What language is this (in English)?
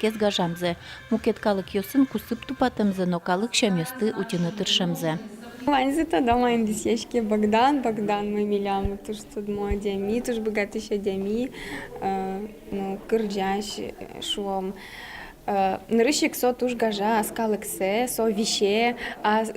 Udmurt